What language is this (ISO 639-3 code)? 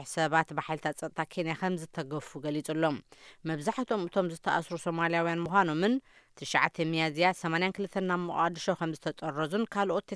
tir